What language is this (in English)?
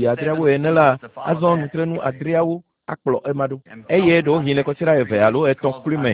Ewe